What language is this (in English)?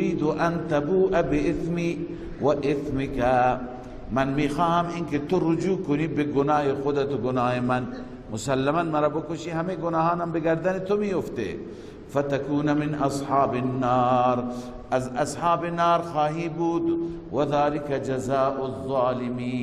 Persian